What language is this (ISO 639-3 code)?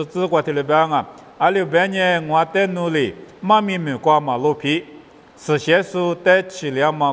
lis